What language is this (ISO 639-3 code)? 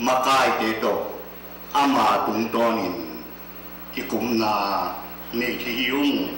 ctd